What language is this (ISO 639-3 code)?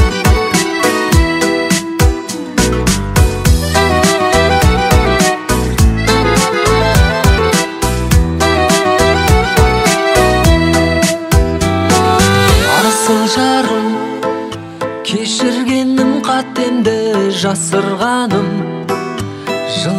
kaz